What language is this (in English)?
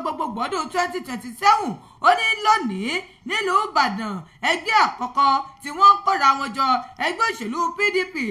Yoruba